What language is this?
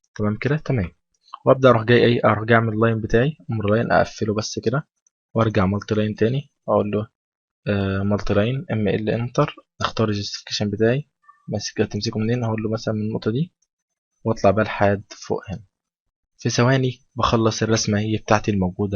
Egyptian Arabic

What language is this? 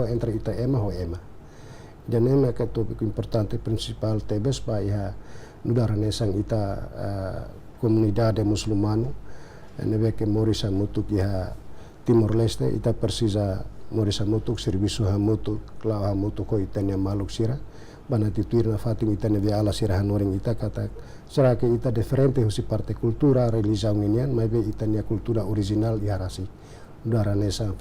Tetum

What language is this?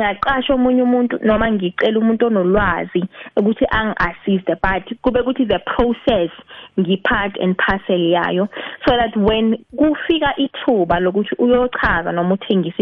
South Ndebele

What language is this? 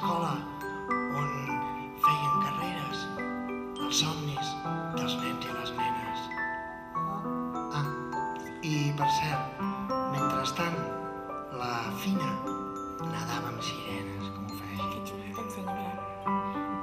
Catalan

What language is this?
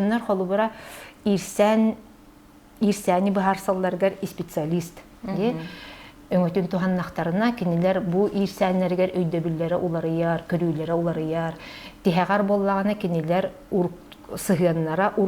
Yakut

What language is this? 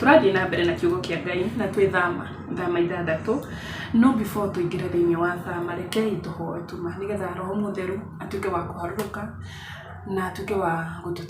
Kikuyu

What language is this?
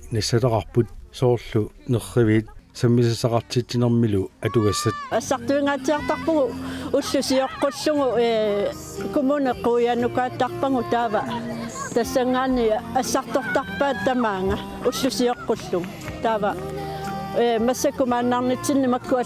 Kalaallisut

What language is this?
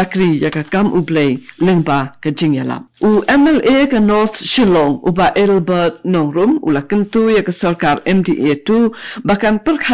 Khasi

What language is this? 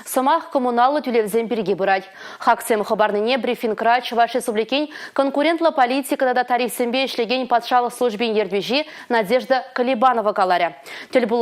Chuvash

